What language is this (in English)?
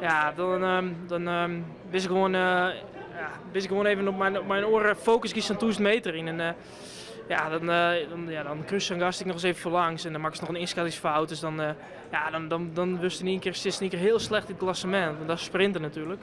Western Frisian